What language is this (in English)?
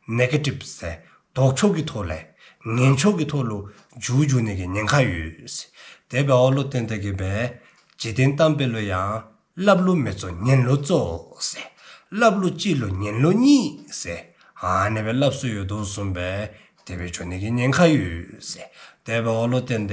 Dzongkha